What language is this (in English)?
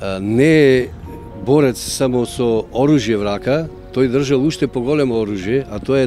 Macedonian